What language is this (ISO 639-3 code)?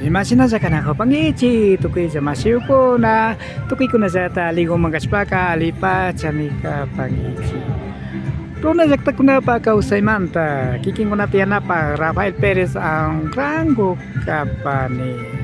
qvi